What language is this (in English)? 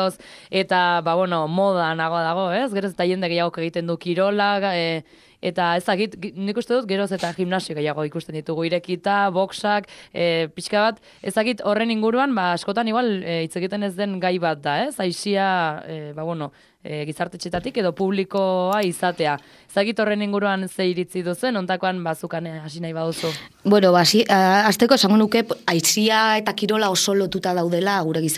Basque